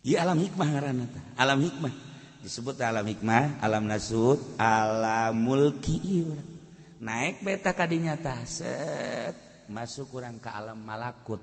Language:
Sundanese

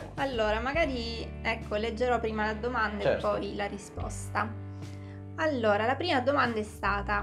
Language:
Italian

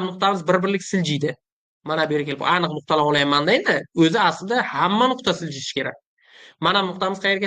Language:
Uzbek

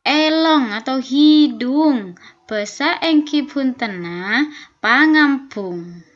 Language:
Madurese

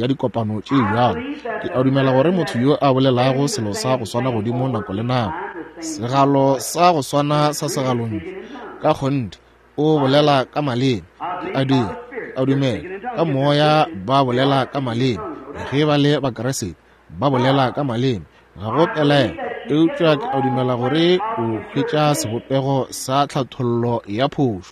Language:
Northern Sotho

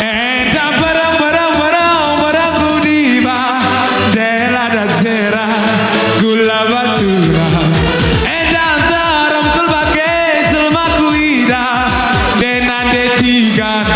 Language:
Batak Karo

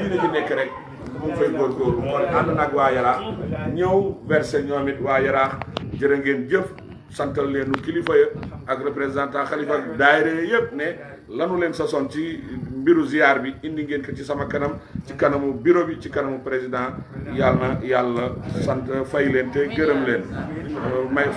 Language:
Wolof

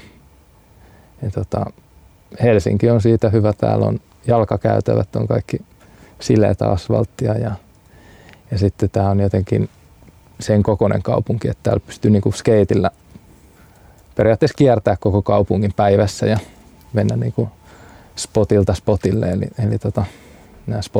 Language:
Finnish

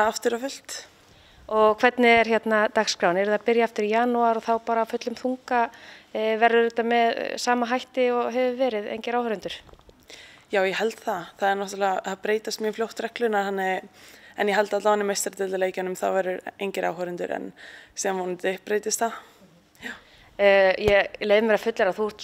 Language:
Icelandic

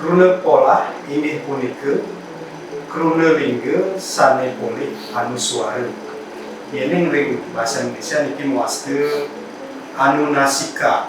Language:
Balinese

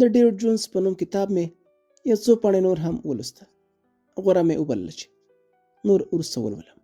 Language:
Pashto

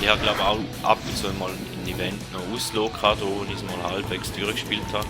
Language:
Swiss German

